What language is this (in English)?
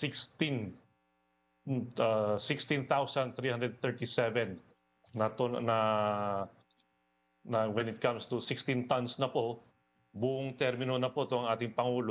Filipino